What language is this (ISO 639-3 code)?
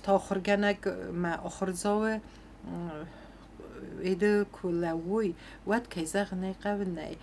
oss